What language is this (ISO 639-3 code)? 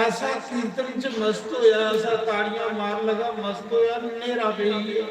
doi